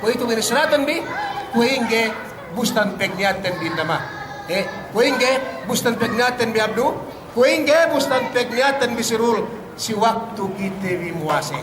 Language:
Yakan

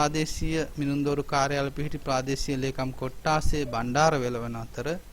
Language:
Sinhala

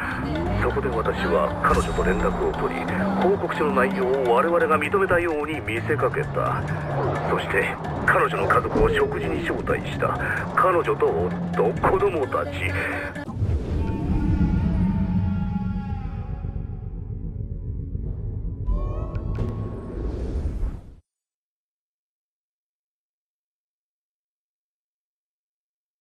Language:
Japanese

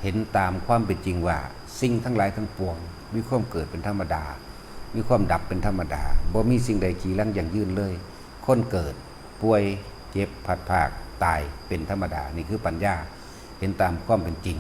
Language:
Northeastern Thai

